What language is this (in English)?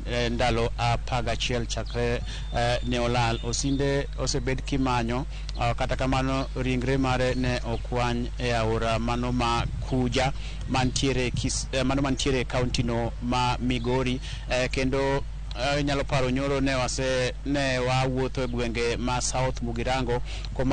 Luo (Kenya and Tanzania)